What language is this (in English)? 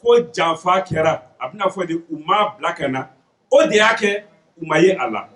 Bambara